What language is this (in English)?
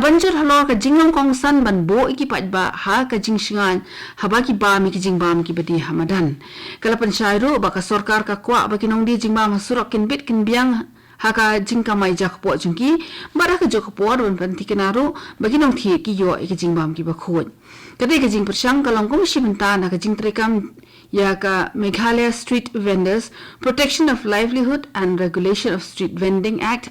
Khasi